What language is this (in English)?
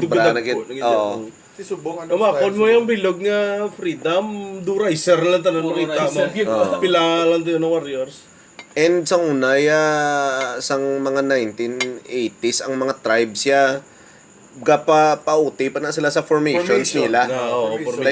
Hiligaynon